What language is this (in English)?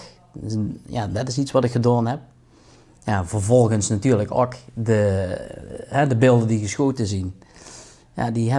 Limburgish